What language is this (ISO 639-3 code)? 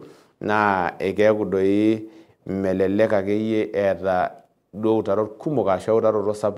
mas